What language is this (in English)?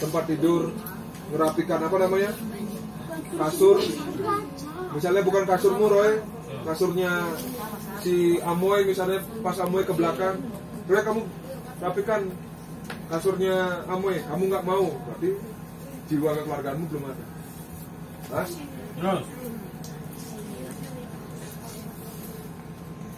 Indonesian